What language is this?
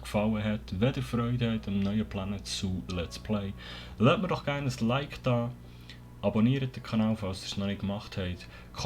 Swiss German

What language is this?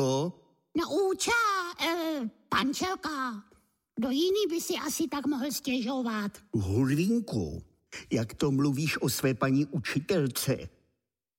Czech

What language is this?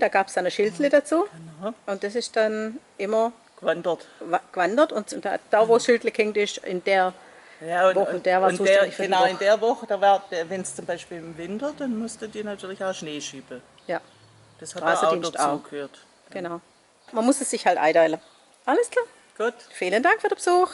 Swabian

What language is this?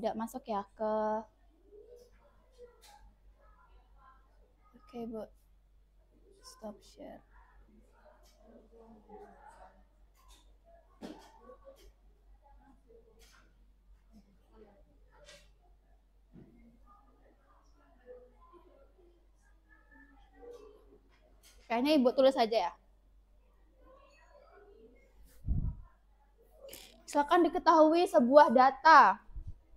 Indonesian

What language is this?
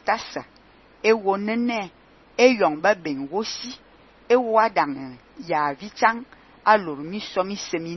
Fang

